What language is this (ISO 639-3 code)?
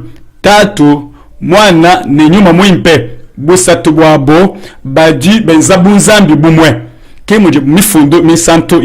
lua